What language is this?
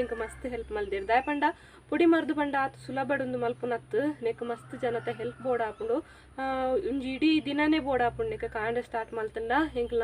Tulu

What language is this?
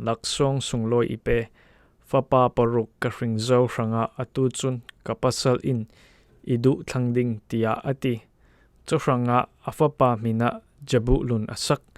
Falam Chin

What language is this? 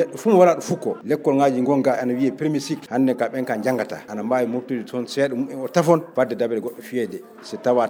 Fula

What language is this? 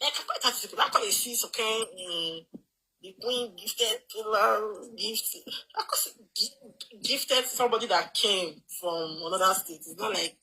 Nigerian Pidgin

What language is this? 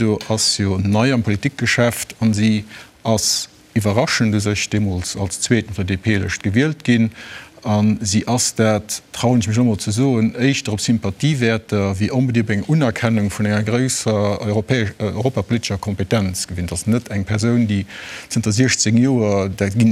Luxembourgish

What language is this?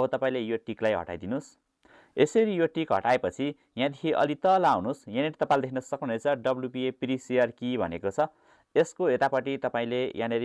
Nepali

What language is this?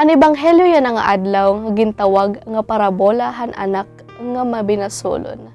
Waray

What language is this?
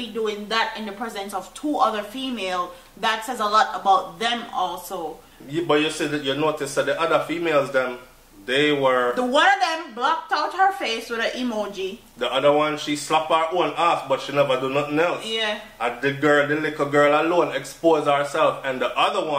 Jamaican Creole English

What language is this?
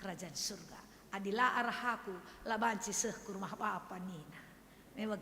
Batak Karo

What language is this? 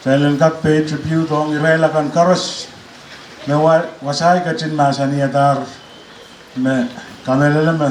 Pohnpeian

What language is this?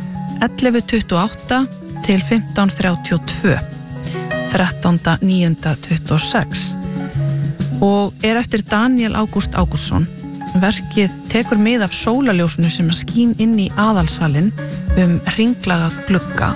Icelandic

